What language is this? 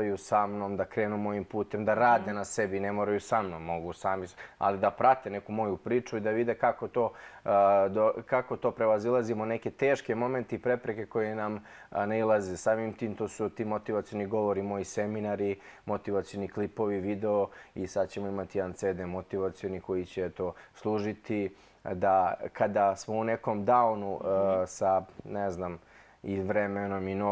Serbian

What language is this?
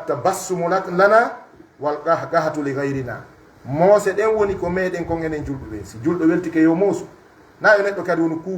Pular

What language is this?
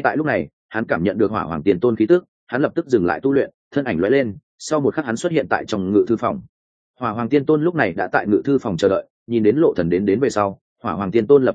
Vietnamese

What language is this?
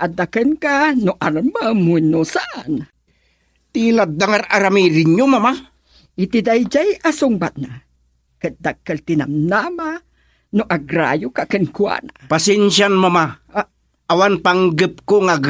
Iloko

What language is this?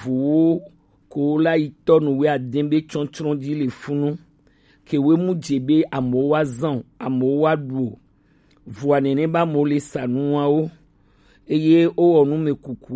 Gen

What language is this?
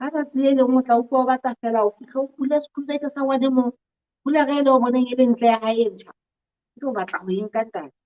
Southern Sotho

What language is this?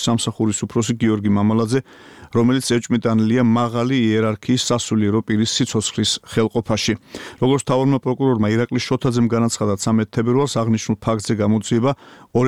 Georgian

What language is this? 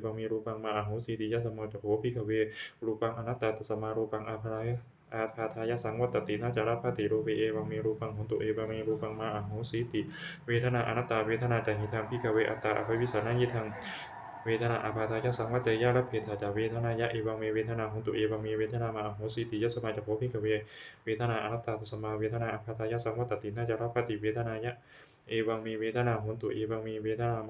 Pali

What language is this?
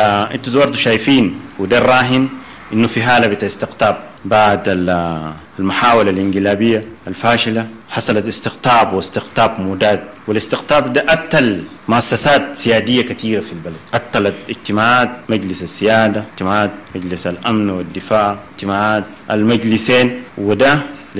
Sudanese Arabic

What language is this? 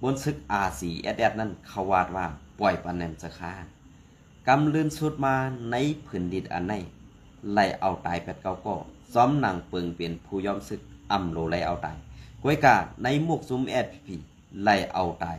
Shan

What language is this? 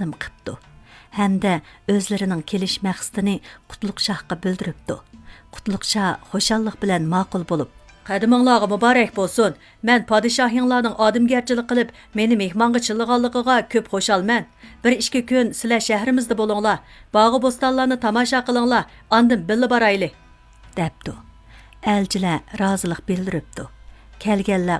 Uyghur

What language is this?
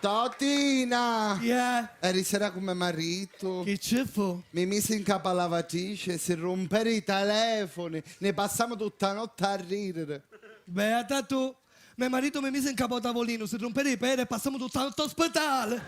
Sicilian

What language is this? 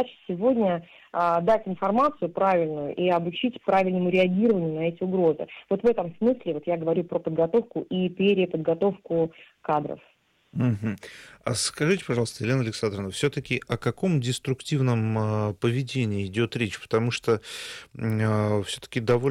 Russian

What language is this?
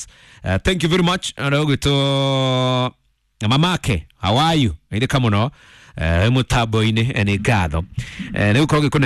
Kikuyu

